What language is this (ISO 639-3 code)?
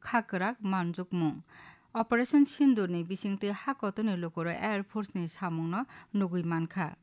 trp